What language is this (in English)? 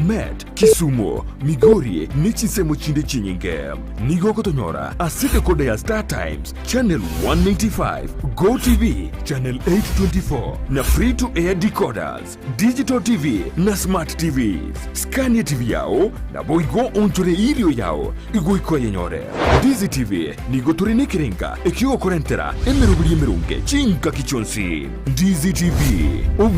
Gusii